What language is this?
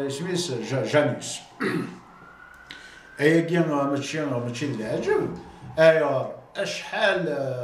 Kabyle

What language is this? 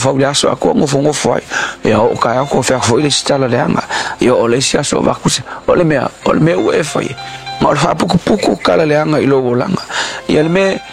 Samoan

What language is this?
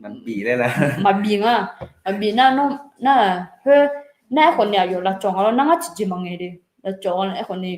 Akha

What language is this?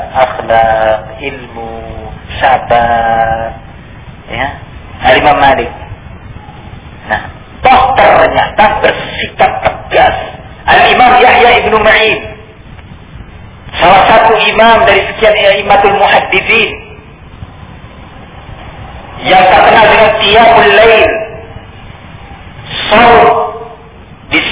Indonesian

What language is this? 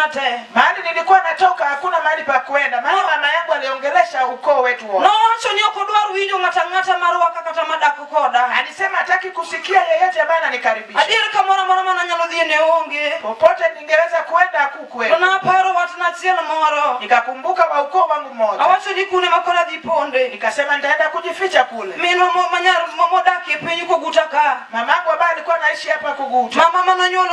Luo (Kenya and Tanzania)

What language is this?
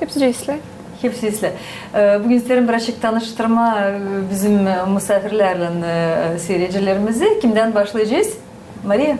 Gagauz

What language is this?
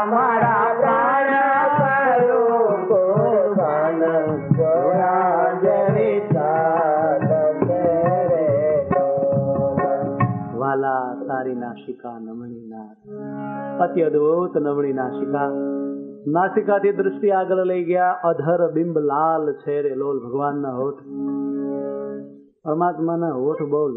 Gujarati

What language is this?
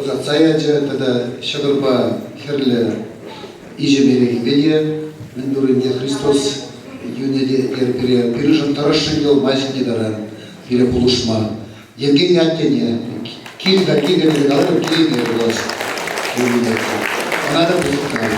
Chuvash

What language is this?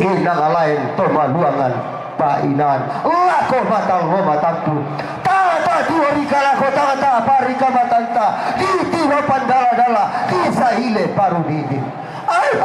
Toraja-Sa'dan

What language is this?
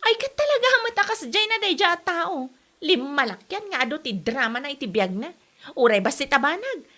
Iloko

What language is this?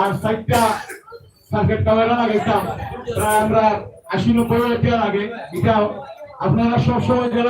Sylheti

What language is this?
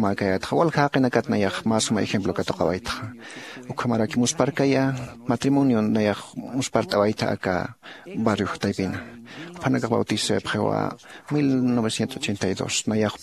Aymara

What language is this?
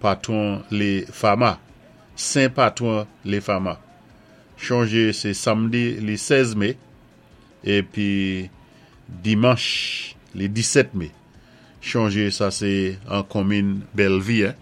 Saint Lucian Creole French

